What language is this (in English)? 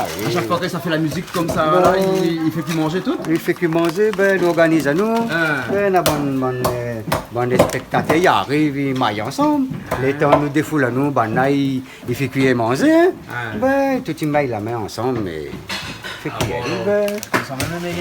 Réunion Creole French